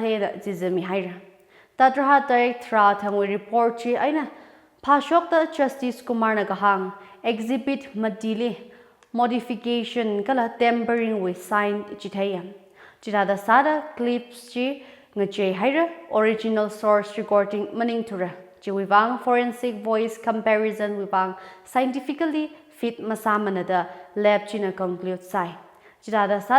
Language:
Tangkhul Naga (India)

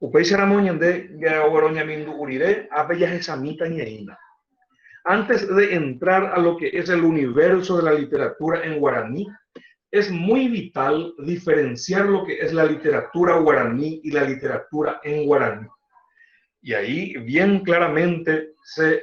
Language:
Guarani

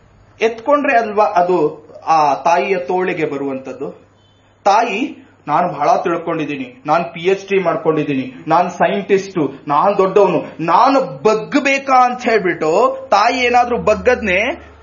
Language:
Kannada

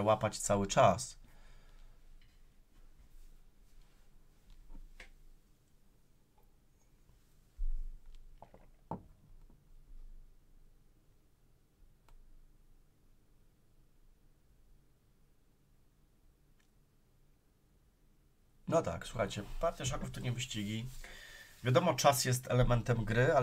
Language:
Polish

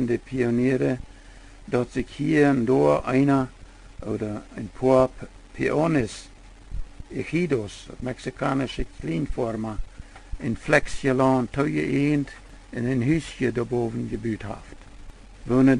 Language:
Plautdietsch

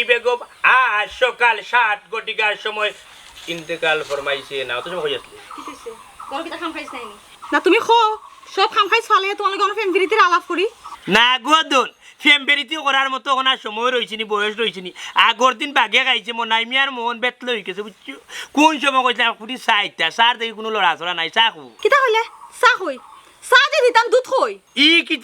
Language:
Sylheti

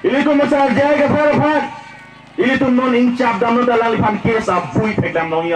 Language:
Karbi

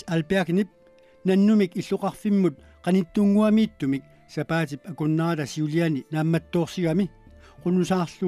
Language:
Kalaallisut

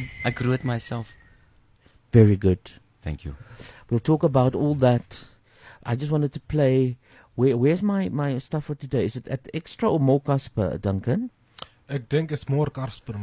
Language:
Afrikaans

